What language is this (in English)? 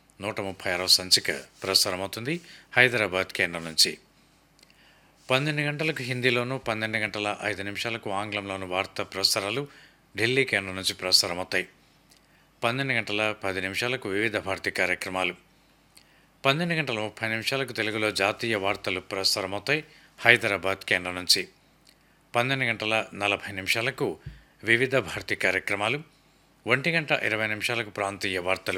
Telugu